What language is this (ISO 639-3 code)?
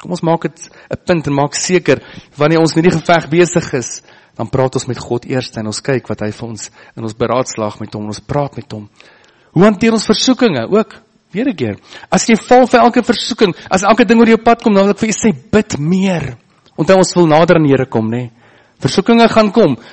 afr